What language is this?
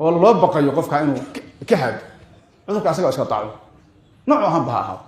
Somali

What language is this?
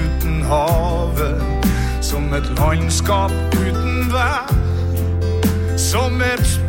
Norwegian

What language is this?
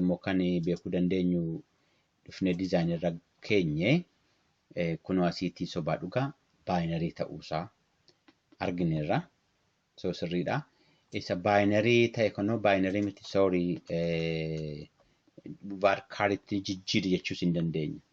Oromo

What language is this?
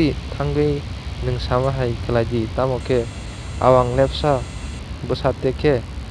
Kok Borok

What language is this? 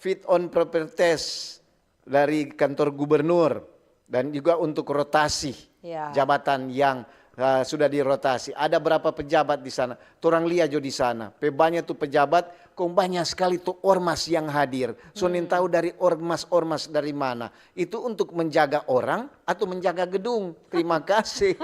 Manado Malay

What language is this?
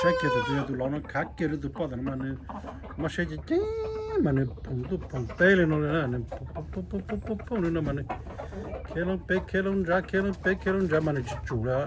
Hmong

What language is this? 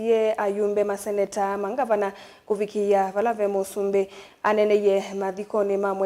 Kamba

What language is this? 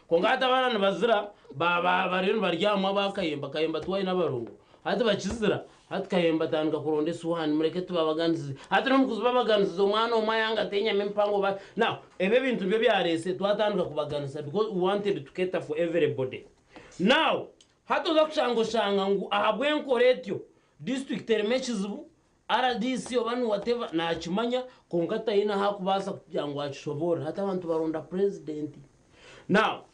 Nyankole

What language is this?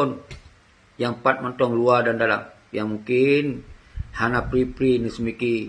Achinese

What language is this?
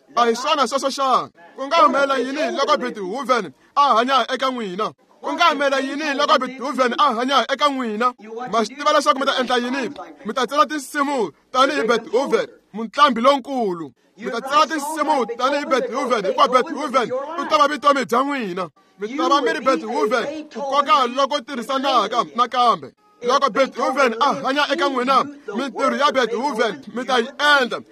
Tsonga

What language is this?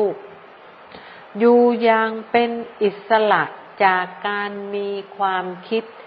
Thai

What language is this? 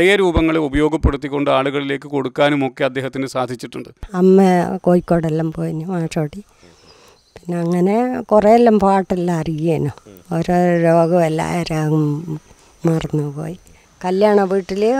Malayalam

